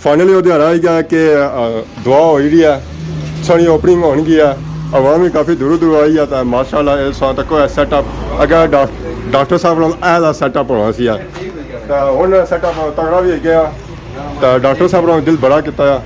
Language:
Pahari-Potwari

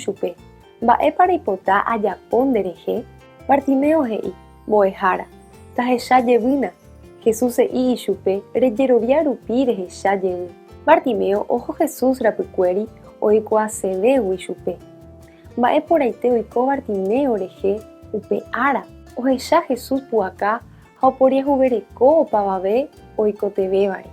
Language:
Guarani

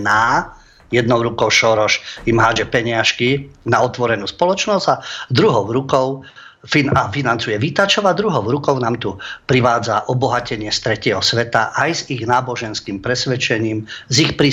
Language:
Slovak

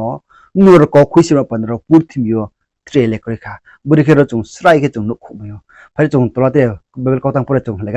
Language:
Riang (India)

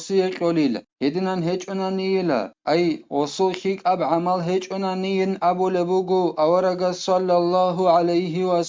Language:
Avaric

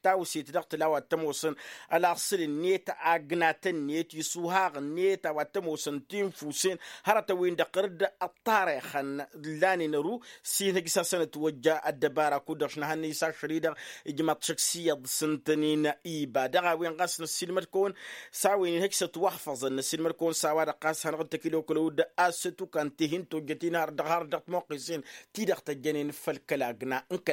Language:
Tamasheq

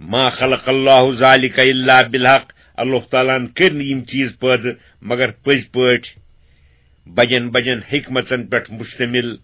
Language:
Kashmiri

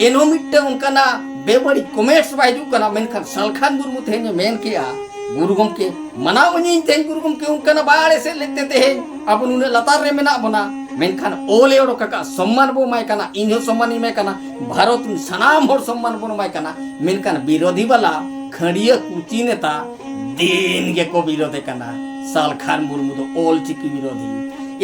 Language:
Santali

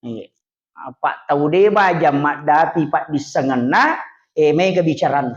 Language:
Buginese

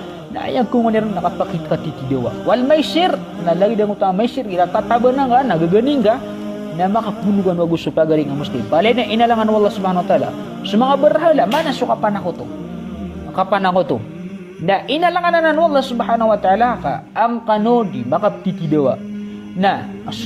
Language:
Maranao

